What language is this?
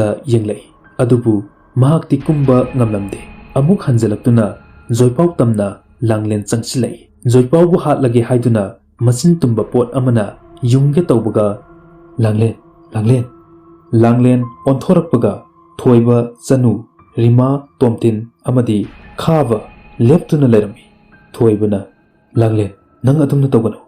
Manipuri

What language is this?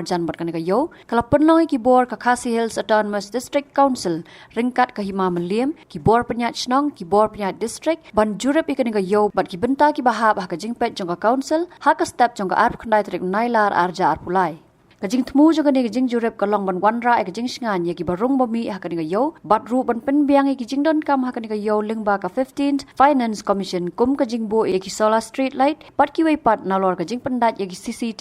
Khasi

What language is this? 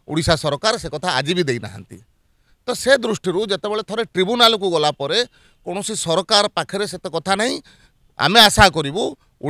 Odia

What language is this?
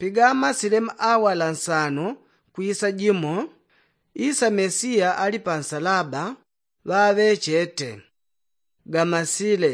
Yao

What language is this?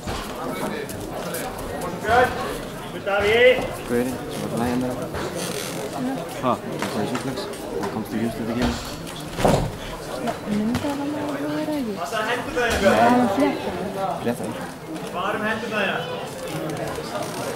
Icelandic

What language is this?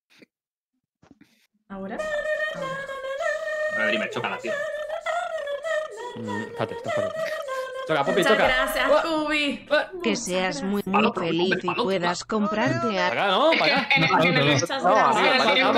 Spanish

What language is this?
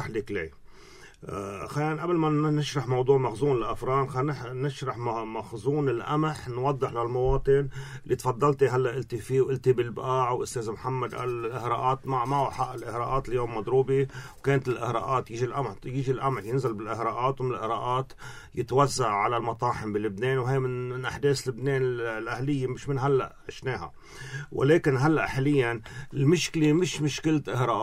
North Levantine Arabic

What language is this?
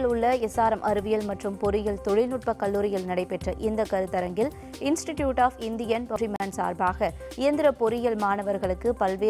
Tamil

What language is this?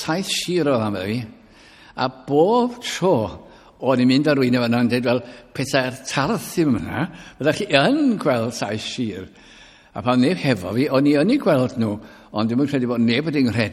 Welsh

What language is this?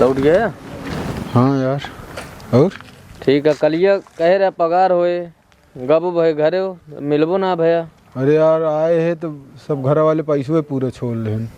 Awadhi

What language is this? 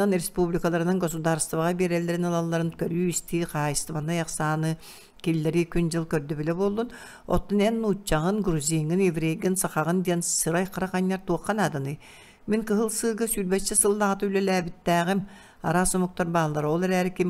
Yakut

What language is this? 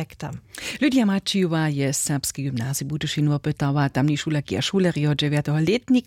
Upper Sorbian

